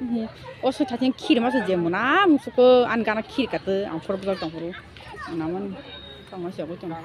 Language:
Kok Borok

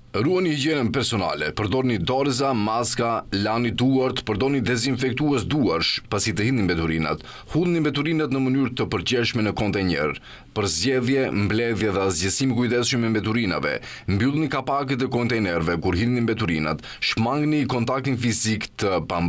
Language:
Albanian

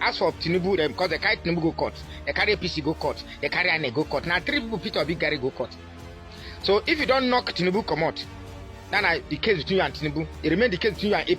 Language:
Nigerian Pidgin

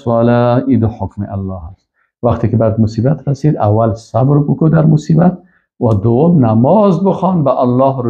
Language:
Persian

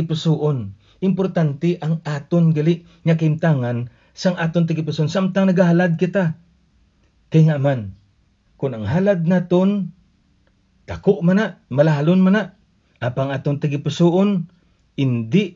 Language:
Hiligaynon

